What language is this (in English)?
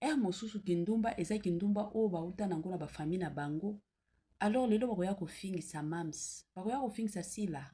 Lingala